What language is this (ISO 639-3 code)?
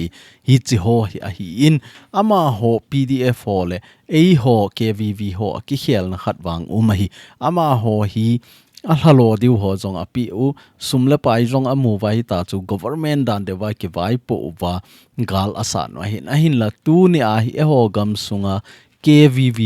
tcz